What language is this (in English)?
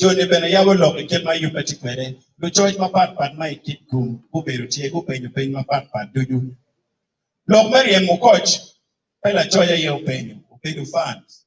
Acoli